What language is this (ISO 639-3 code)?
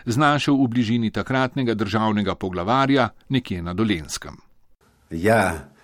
slv